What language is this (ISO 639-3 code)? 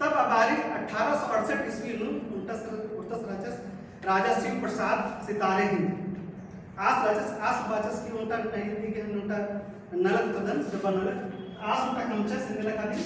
kru